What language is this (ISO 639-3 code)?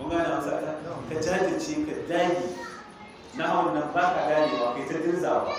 hau